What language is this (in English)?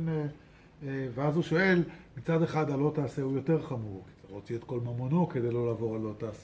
Hebrew